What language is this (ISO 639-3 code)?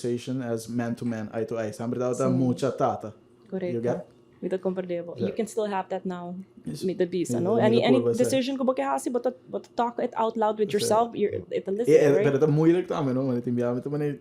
pap